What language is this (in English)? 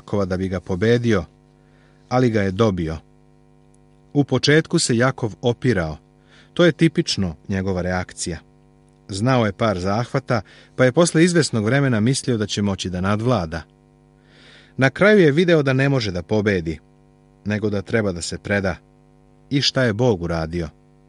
Serbian